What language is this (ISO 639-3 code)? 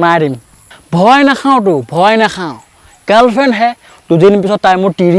asm